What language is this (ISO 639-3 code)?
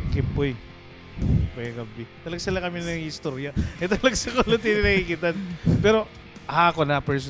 war